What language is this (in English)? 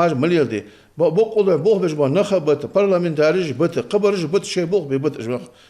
Ingush